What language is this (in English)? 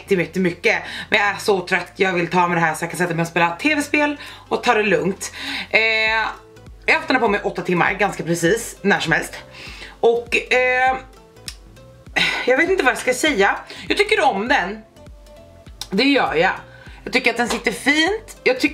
Swedish